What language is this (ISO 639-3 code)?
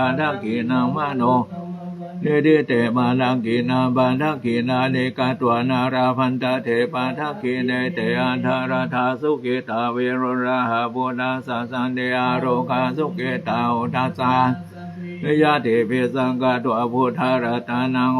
pli